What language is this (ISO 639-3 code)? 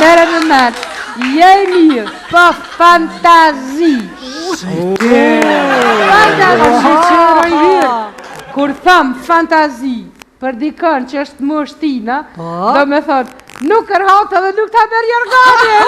sqi